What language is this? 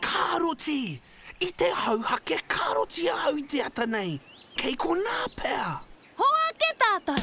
Māori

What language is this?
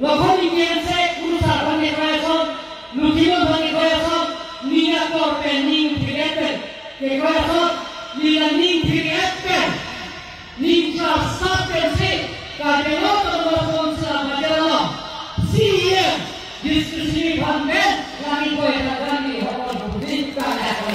Karbi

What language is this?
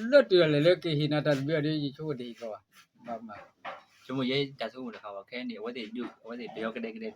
S'gaw Karen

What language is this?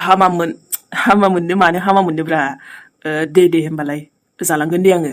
Bodo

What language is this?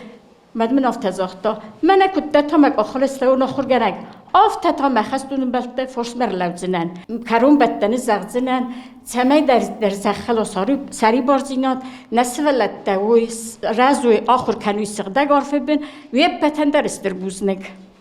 Ossetic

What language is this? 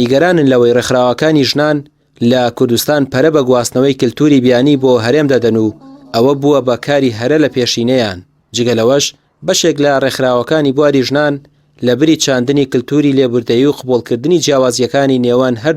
Central Kurdish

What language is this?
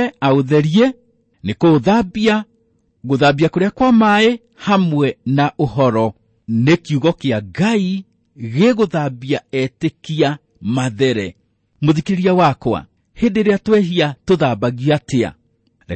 Kikuyu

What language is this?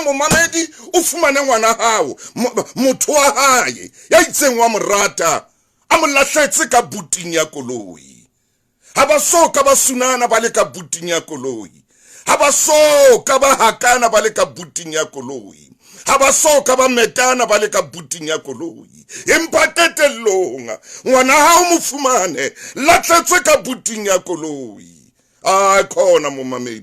Southern Sotho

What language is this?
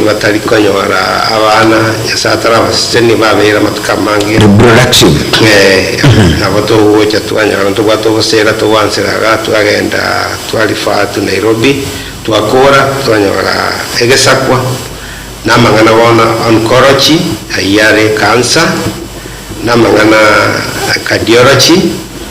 Gusii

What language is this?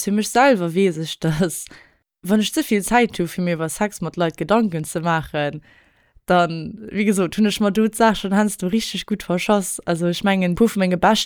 Luxembourgish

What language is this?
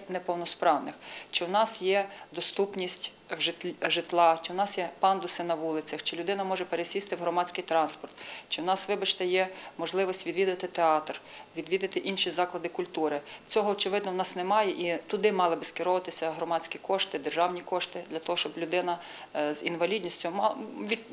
Ukrainian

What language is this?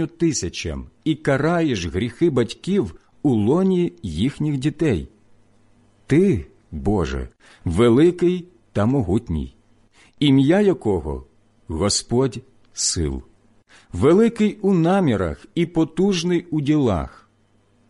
Ukrainian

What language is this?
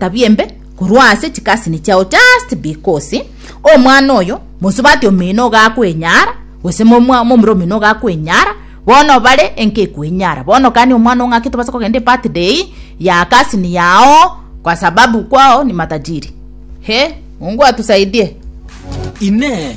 Gusii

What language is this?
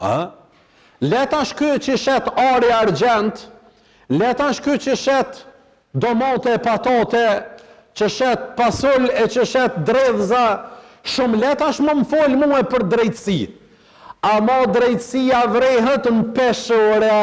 Albanian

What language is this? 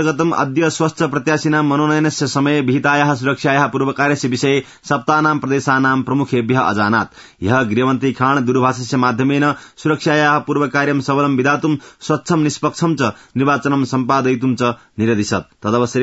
Sanskrit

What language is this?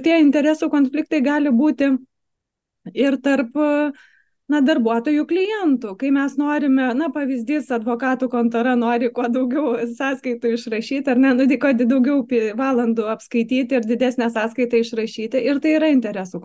Lithuanian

